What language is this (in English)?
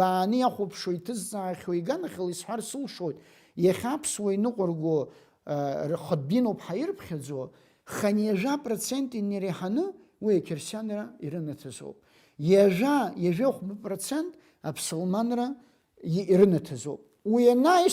Abkhazian